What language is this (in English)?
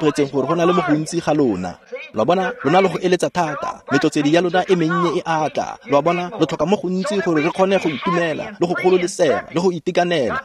Tswana